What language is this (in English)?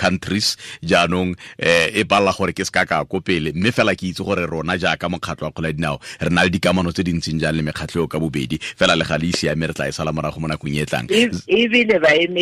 Tswana